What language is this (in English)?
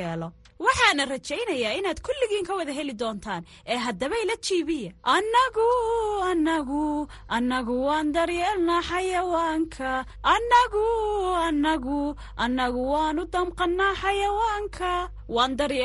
Somali